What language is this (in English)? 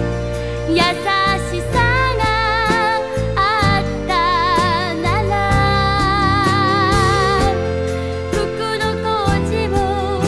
Japanese